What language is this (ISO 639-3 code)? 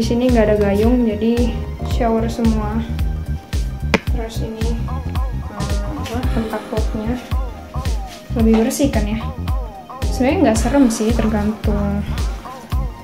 ind